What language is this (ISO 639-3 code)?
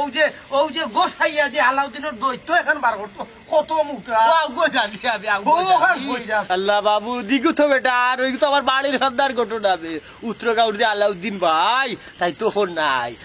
syl